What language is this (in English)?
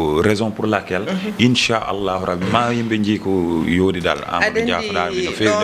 Fula